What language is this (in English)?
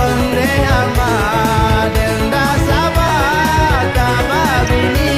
Minangkabau